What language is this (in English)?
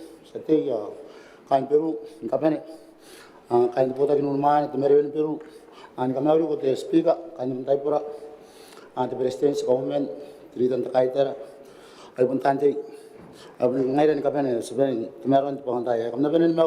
Gilbertese